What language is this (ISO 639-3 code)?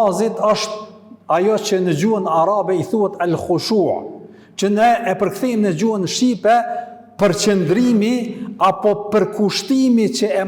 sqi